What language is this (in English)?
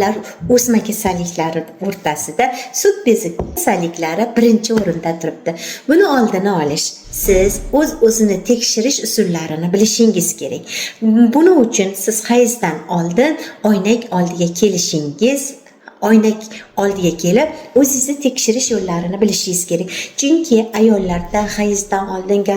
Uzbek